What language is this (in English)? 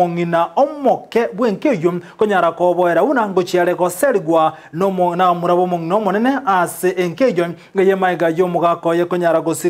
Gusii